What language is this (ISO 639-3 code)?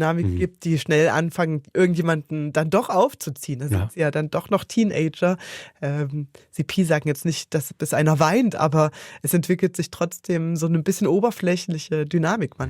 gsw